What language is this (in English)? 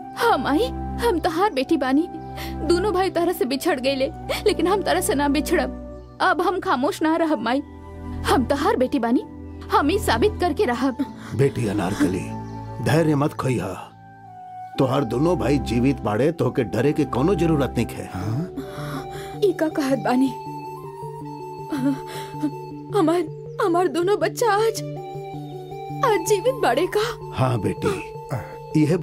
Bhojpuri